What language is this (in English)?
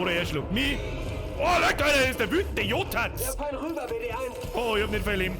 Bavarian